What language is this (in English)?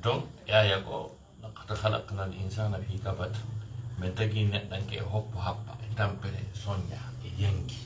Fula